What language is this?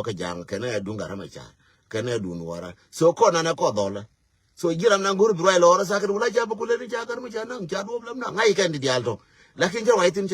Nuer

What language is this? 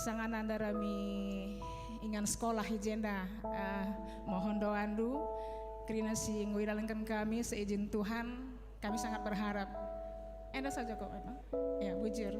Batak Karo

